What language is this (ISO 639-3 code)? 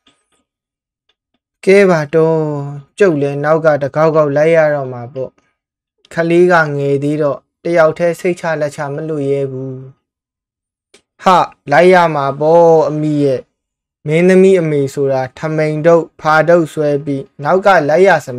mya